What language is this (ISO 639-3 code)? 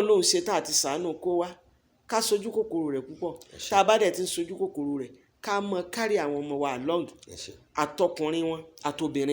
yor